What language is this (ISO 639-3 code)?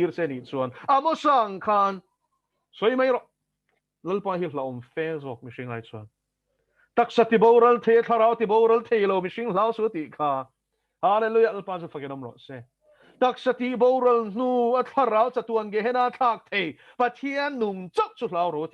lus